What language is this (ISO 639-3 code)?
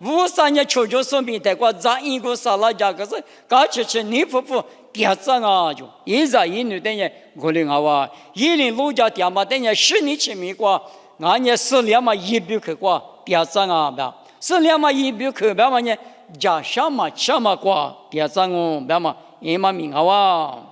lis